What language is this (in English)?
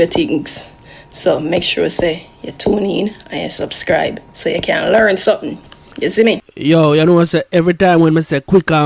Jamaican Creole English